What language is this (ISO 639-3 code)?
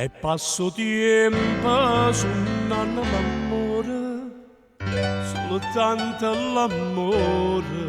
nap